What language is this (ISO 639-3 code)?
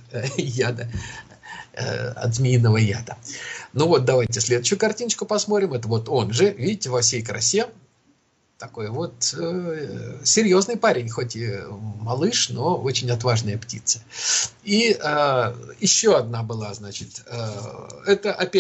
rus